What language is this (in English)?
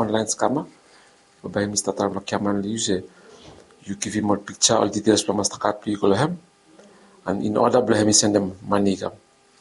Bislama